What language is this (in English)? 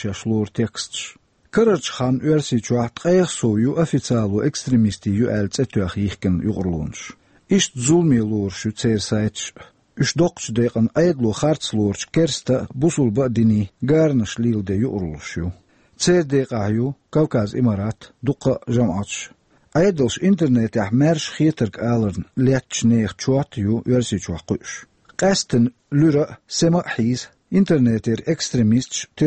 Chechen